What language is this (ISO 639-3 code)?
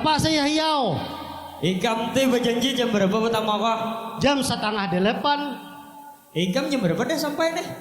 bjn